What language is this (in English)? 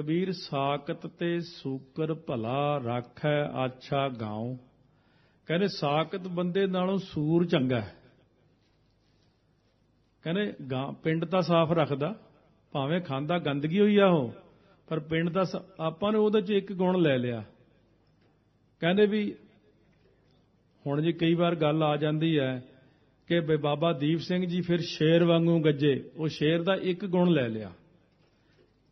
Punjabi